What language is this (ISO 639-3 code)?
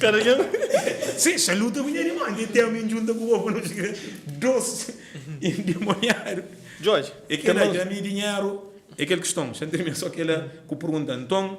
kea